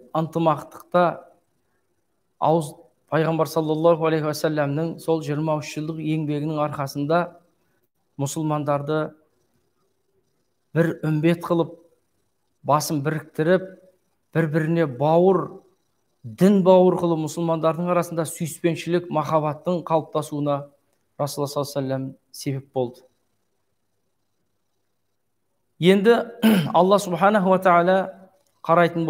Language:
Kazakh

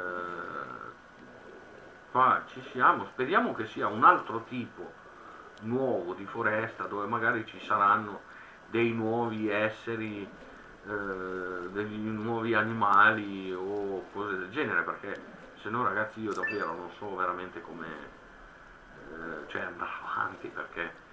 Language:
Italian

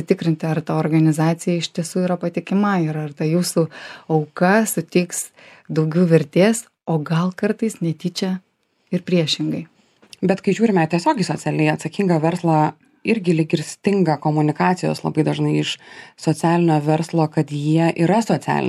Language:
Lithuanian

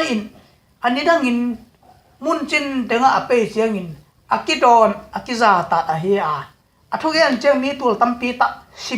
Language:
Tedim Chin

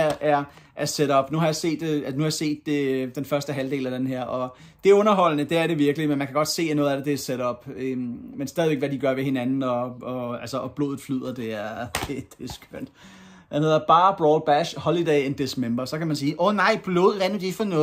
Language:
Danish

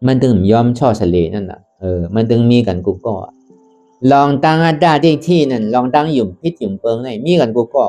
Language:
Shan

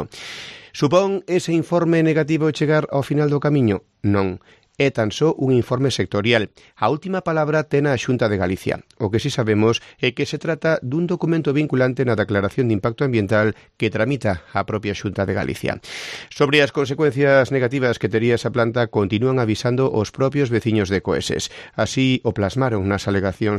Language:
Galician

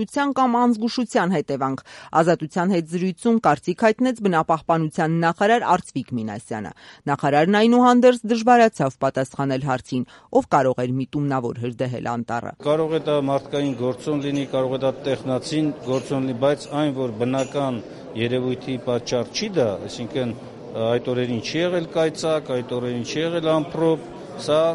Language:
Armenian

